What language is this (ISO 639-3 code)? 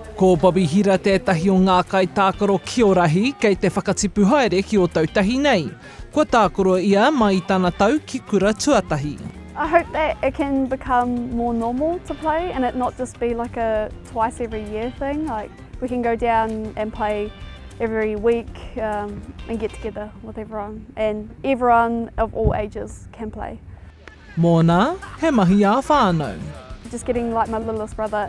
mri